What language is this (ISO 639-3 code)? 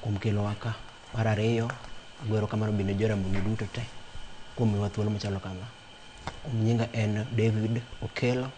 luo